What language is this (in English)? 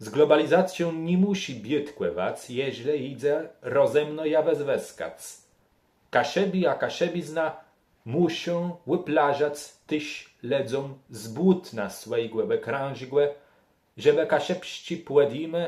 Kashubian